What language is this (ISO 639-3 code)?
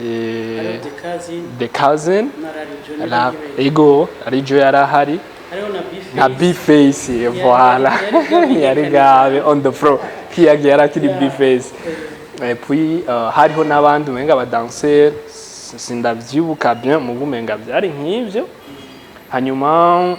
run